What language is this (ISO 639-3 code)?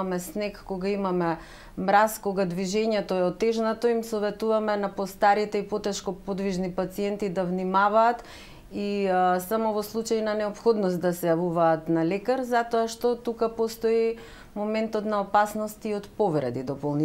mkd